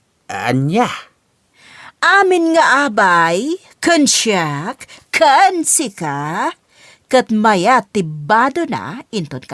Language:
Iloko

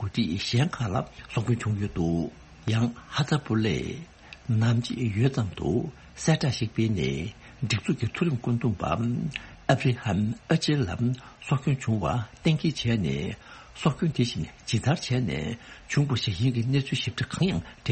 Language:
Tibetan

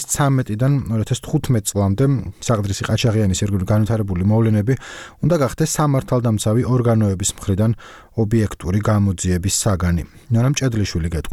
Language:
Georgian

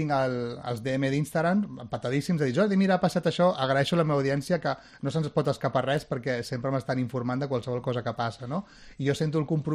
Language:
Catalan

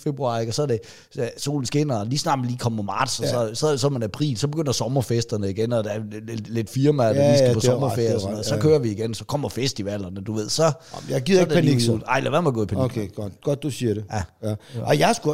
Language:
Danish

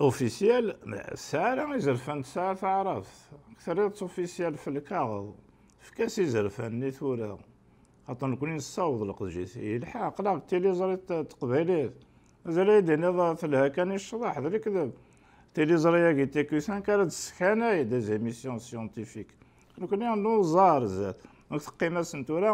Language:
Kabyle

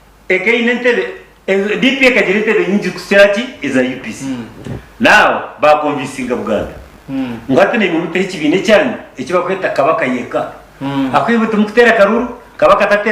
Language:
Nyankole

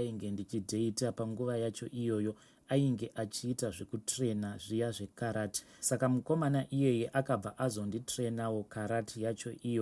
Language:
Shona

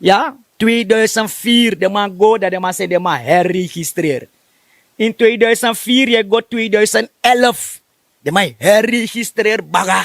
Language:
Sranan Tongo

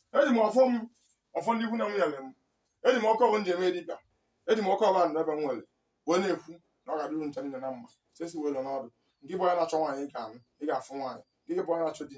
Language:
Igbo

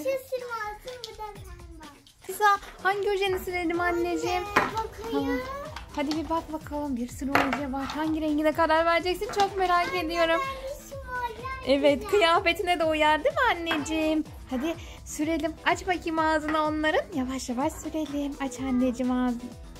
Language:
Turkish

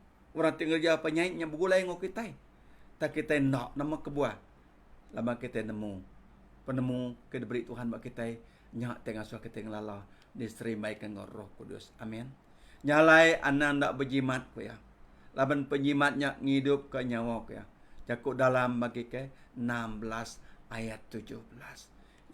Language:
Iban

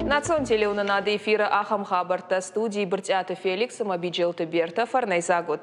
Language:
Ossetic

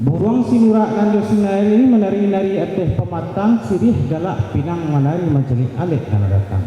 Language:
Minangkabau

